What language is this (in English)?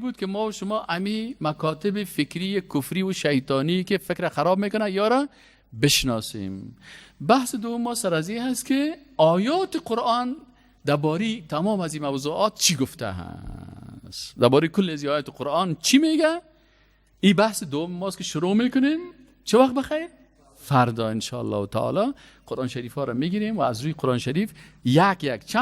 Persian